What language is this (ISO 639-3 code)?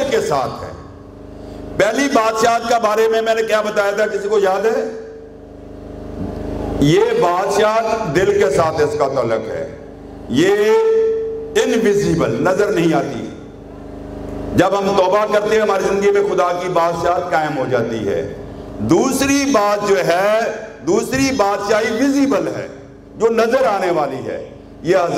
urd